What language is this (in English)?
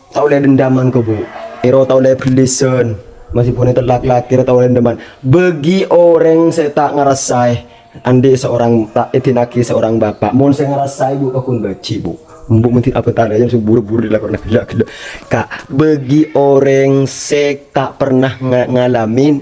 Madurese